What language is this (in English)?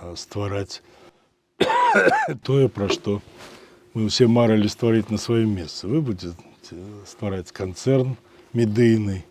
Belarusian